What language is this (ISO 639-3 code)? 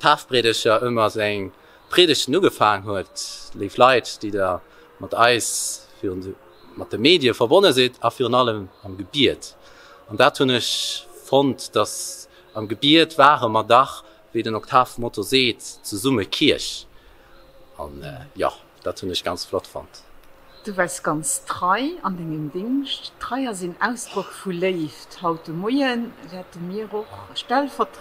ltz